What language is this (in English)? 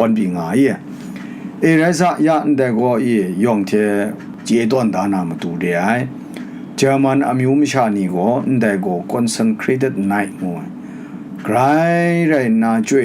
Kachin